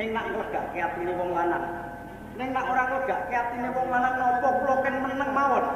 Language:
Javanese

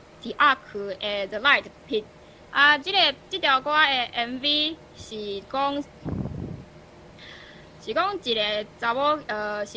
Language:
Min Nan Chinese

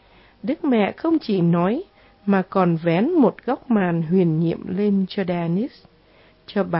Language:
Vietnamese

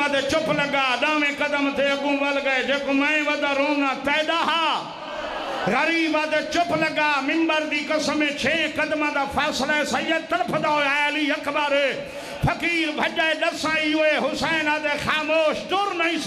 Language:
Saraiki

